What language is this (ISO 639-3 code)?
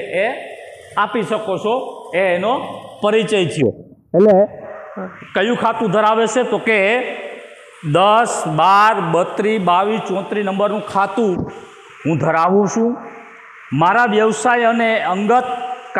guj